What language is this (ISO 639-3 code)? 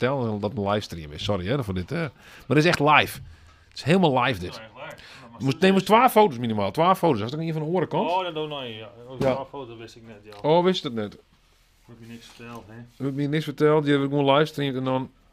fry